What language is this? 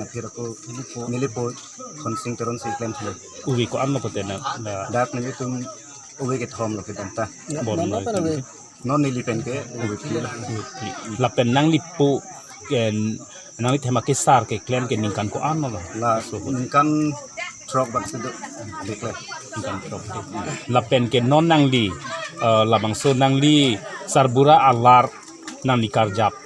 Karbi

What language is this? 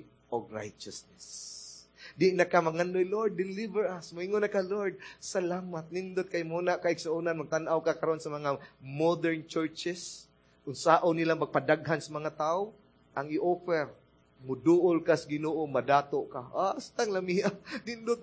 Cebuano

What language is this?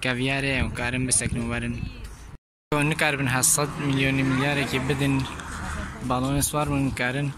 Kurdish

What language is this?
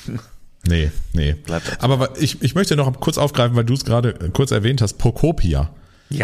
German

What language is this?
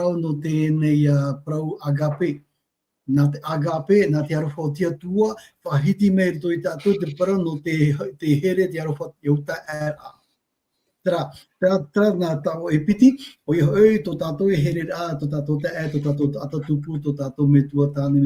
Tahitian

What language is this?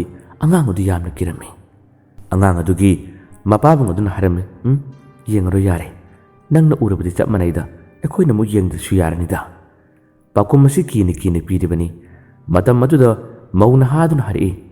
Manipuri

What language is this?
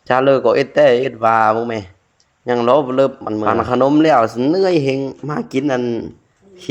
Northeastern Thai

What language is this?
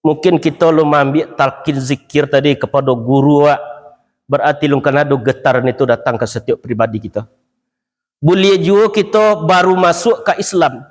Minangkabau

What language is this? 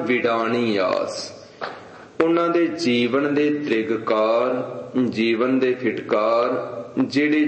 Punjabi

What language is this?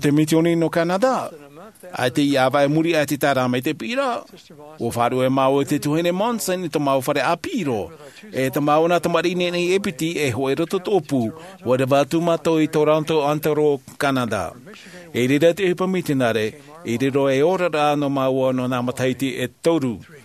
Tahitian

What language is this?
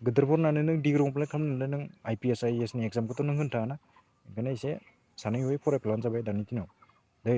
Bodo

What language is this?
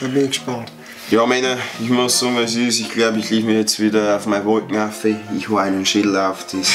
Bavarian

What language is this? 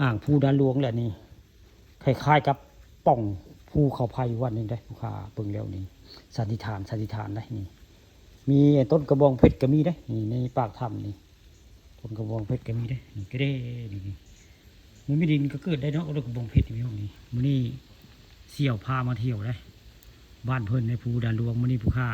Northeastern Thai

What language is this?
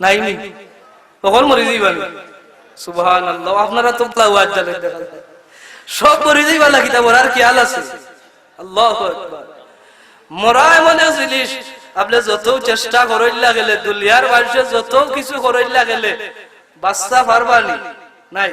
Sylheti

